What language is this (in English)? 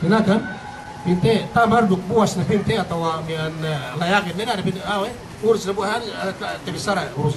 Yakan